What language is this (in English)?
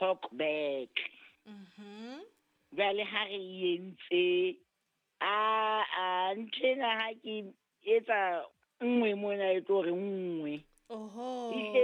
Southern Sotho